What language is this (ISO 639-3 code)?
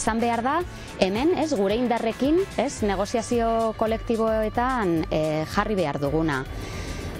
eus